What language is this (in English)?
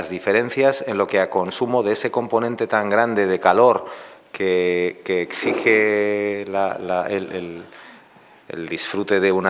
Spanish